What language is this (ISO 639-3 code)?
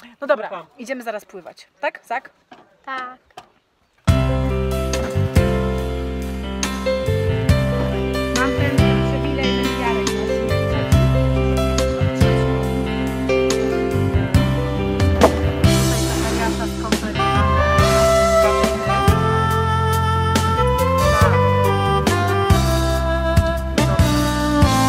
pol